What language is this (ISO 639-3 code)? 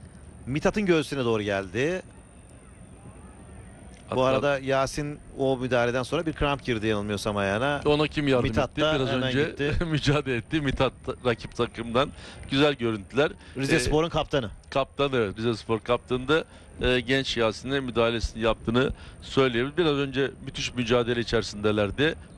tur